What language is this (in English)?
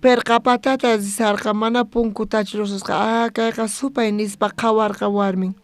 South Bolivian Quechua